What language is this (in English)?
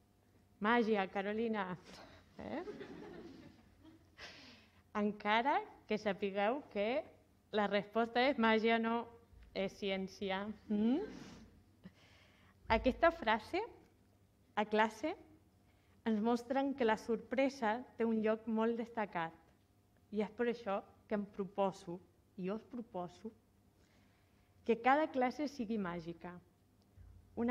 Catalan